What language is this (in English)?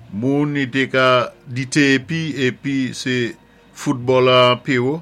Saint Lucian Creole French